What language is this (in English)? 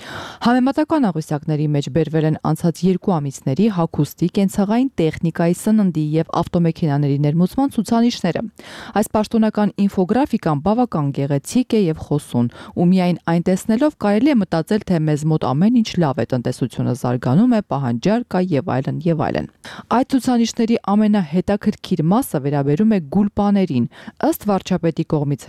Armenian